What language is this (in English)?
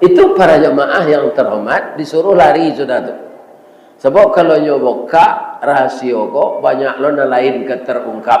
Minangkabau